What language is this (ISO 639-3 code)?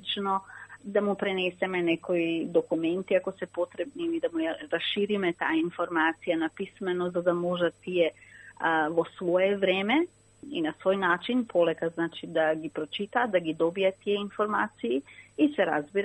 mkd